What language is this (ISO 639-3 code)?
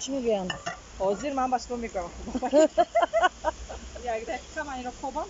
tgk